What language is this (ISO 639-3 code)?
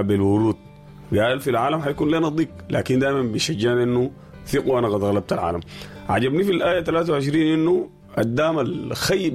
apd